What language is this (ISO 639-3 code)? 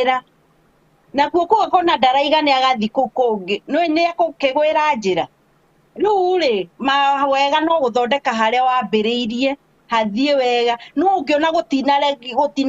kik